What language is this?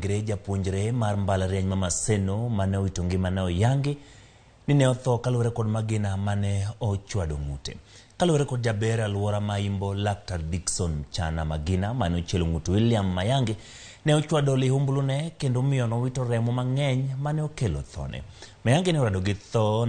Luo (Kenya and Tanzania)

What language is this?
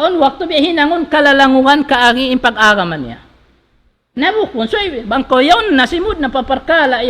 Tausug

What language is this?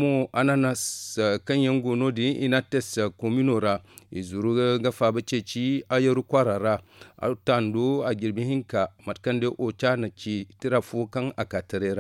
Zarma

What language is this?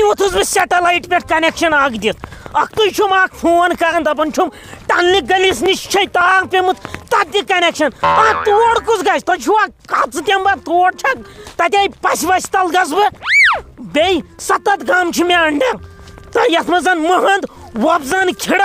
Kashmiri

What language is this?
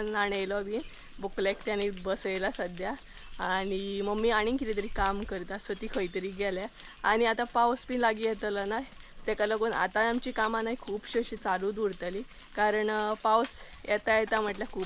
Konkani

